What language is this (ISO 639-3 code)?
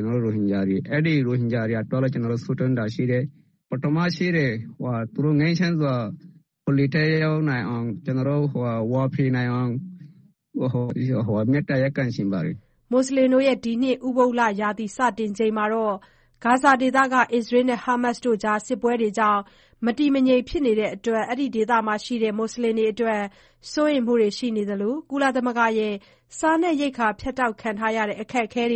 mya